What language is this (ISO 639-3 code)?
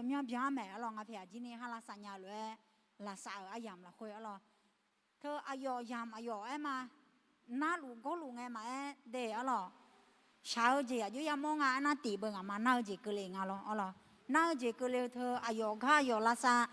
ahk